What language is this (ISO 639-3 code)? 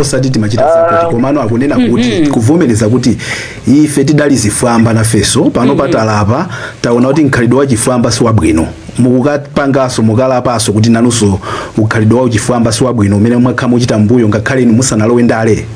nya